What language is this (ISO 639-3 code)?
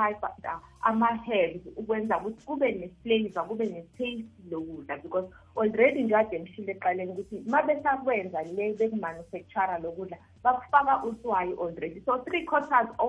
nbl